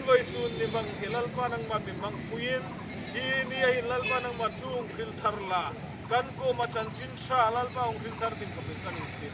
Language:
Hmar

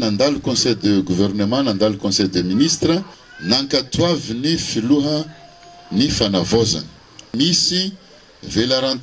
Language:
Malagasy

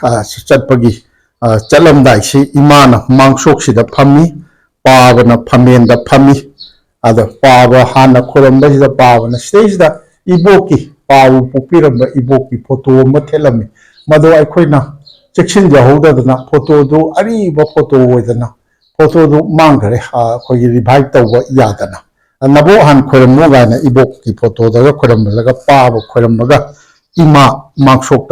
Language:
Manipuri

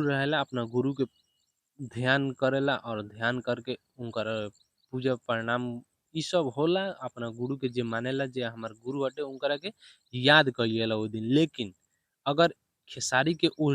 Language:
Bhojpuri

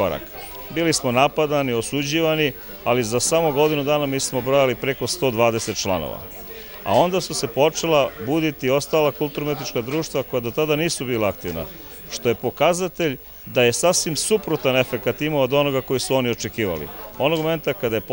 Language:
Serbian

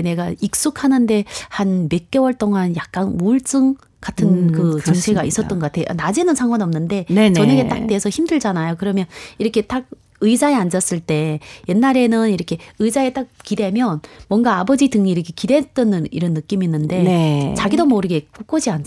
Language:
Korean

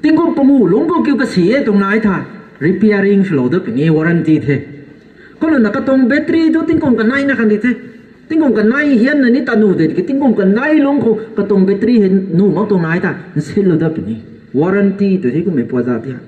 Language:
Rongmei Naga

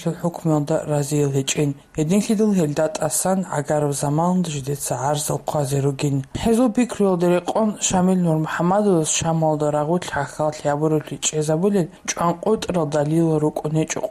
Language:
Avaric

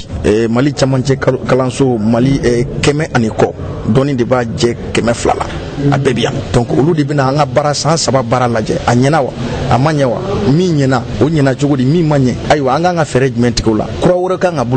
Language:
Bambara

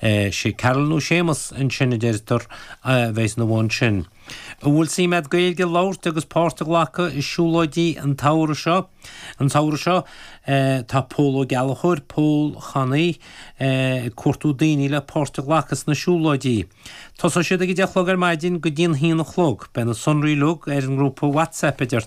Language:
Irish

